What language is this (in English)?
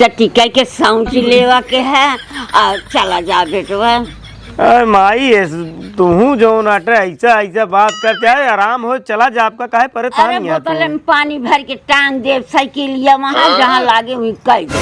Awadhi